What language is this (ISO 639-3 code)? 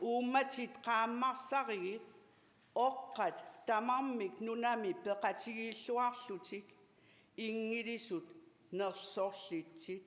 kal